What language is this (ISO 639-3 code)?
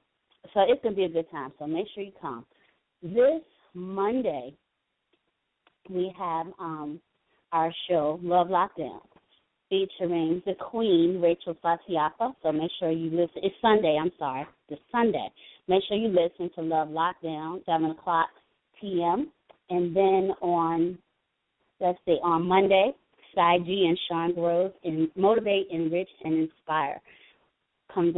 eng